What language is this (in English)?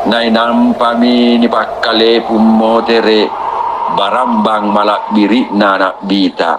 Makasar